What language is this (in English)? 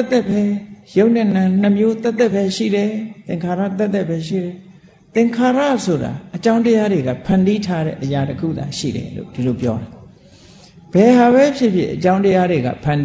Burmese